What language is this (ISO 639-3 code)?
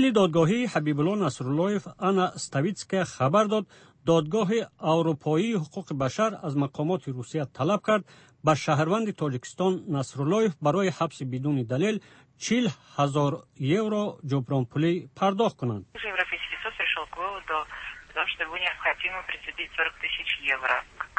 tgk